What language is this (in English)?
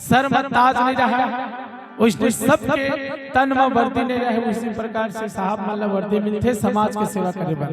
Chhattisgarhi